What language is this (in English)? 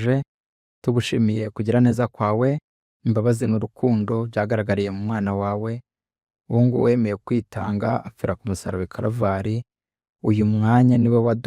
Kinyarwanda